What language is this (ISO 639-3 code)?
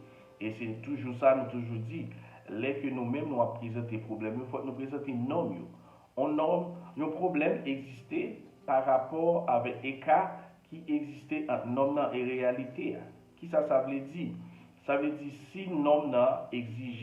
hat